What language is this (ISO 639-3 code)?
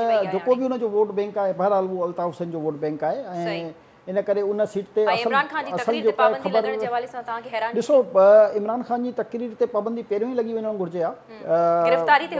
snd